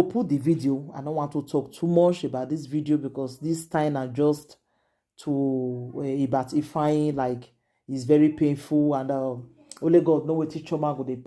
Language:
Nigerian Pidgin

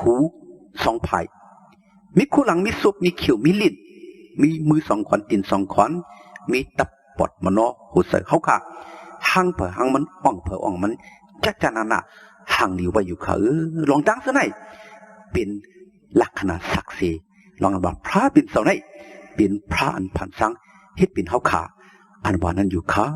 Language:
Shan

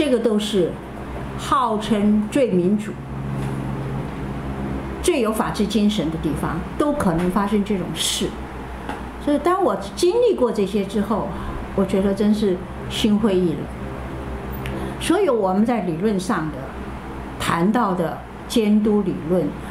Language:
Chinese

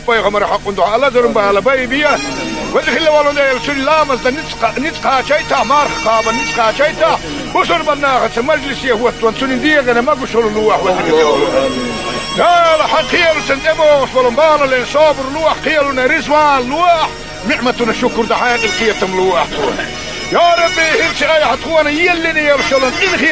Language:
Chechen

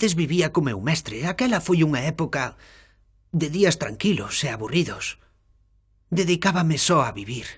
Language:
Galician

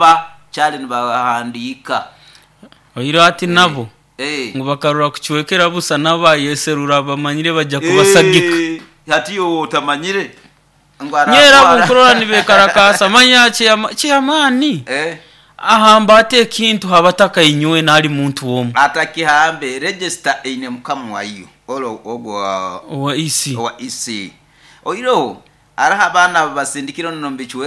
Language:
Nyoro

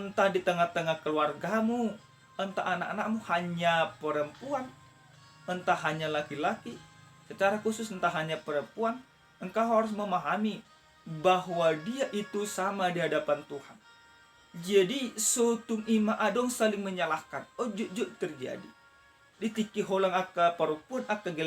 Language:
Batak Toba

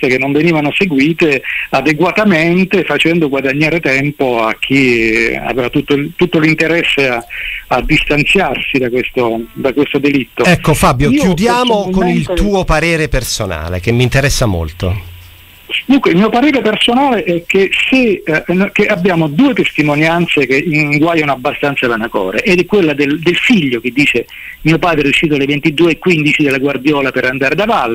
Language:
Italian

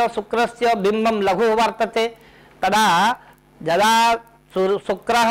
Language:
Sanskrit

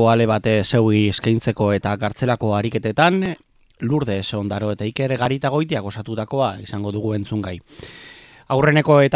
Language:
Basque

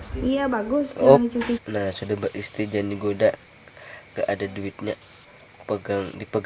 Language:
Banjar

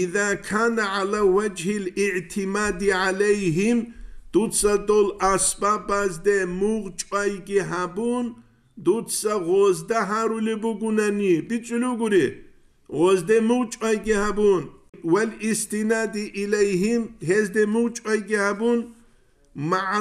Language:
Avaric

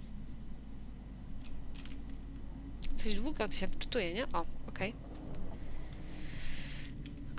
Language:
Polish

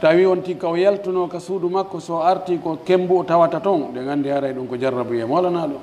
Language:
Pular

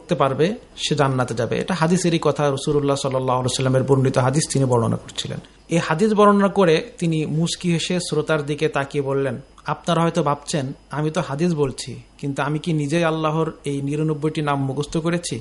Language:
Bangla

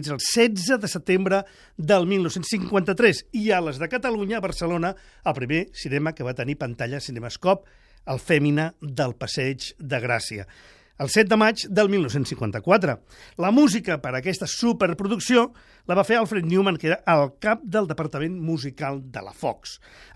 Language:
Catalan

